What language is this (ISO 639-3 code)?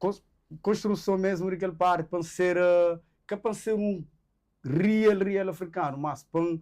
kea